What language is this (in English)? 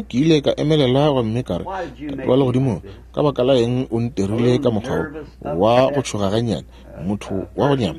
Northern Sotho